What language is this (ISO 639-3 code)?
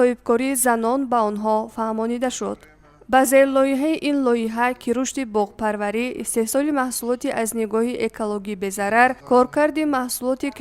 tgk